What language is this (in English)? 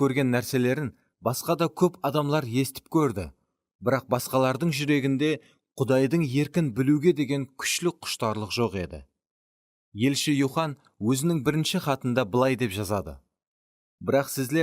Kara-Kalpak